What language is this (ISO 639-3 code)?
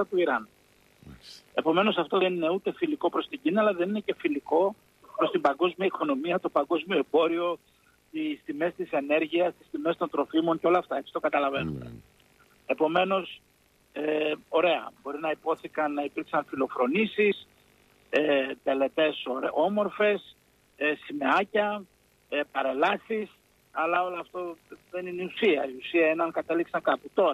ell